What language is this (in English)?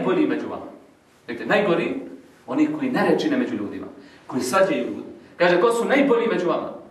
Bosnian